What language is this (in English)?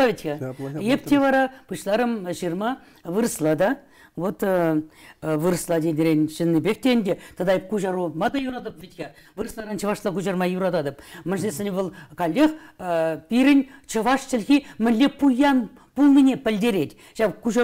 Chuvash